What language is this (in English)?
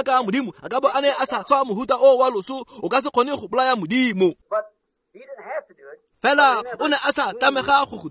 Tswana